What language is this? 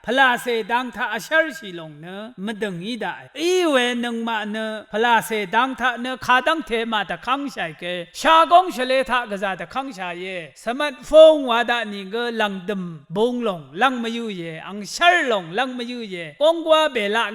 Rawang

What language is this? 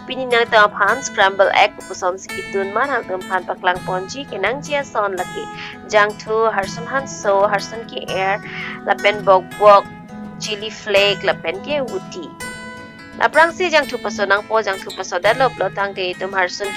Karbi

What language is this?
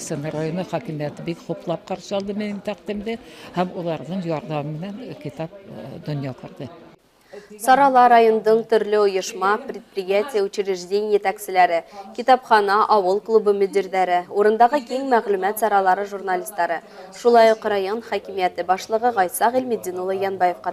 Bashkir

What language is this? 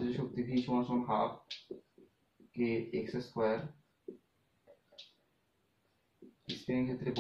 Bangla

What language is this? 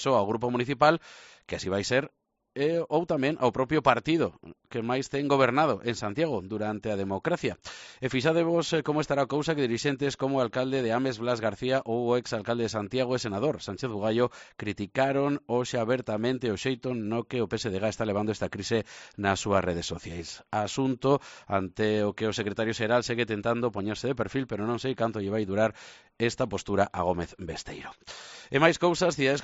Galician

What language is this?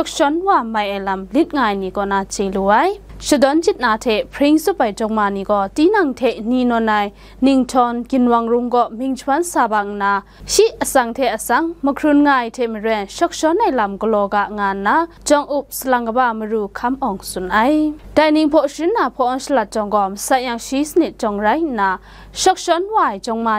Kachin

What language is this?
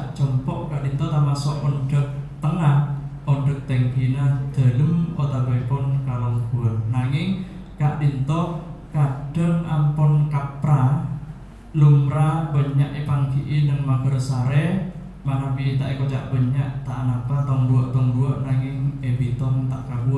Madurese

